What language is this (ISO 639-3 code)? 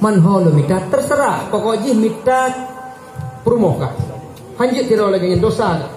ace